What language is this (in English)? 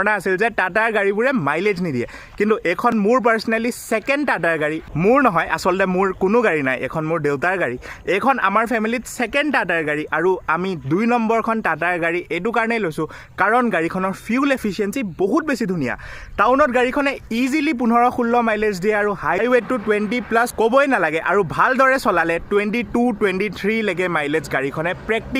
Assamese